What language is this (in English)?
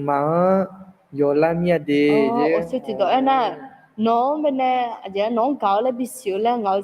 Akha